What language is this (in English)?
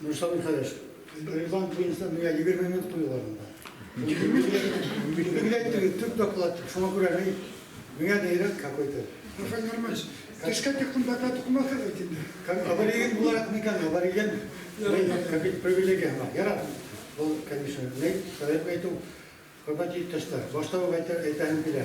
Bashkir